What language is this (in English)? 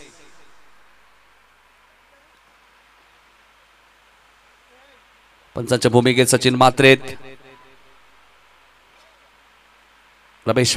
Marathi